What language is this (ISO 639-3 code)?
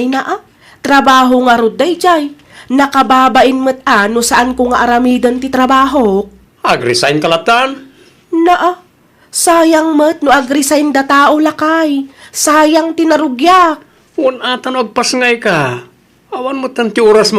ilo